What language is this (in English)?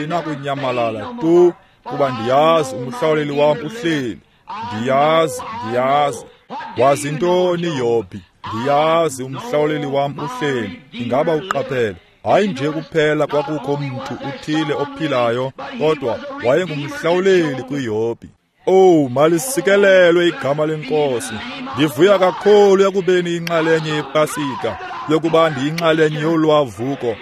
Xhosa